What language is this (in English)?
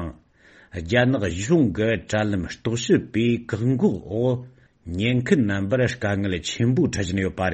Tibetan